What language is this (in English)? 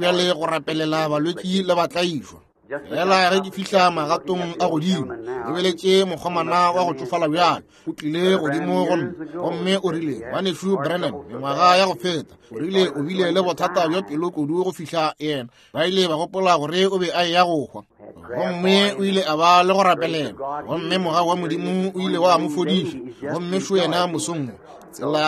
Northern Sotho